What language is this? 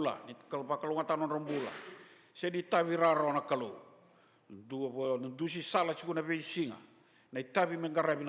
Fijian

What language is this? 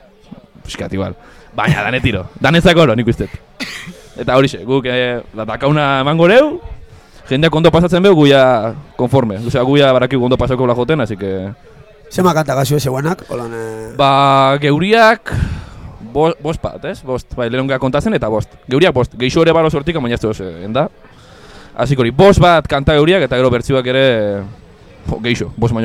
Basque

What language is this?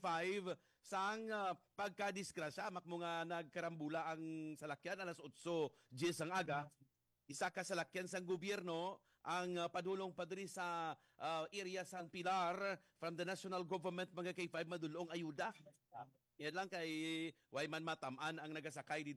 Hiligaynon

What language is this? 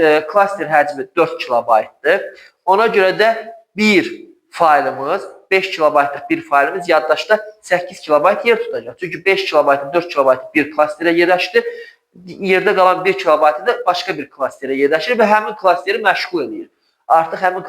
Azerbaijani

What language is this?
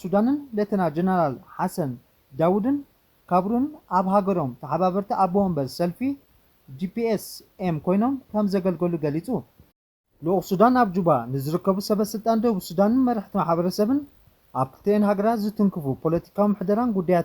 Tigrinya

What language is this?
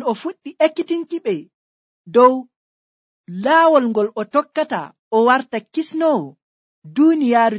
Nigerian Fulfulde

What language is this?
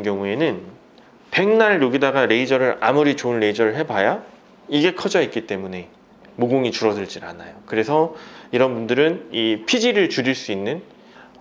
Korean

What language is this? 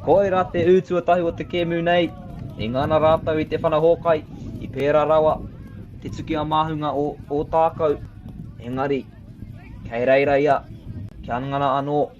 Māori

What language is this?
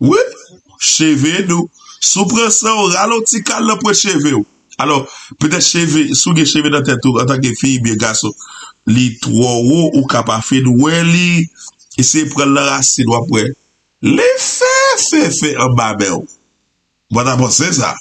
Haitian Creole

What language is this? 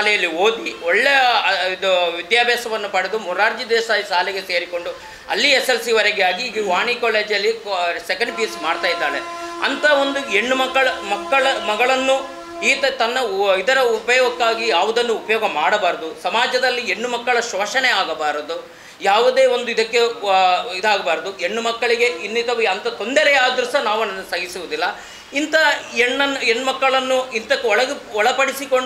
Kannada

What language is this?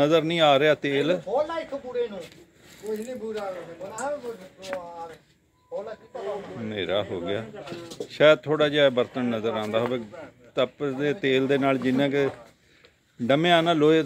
Punjabi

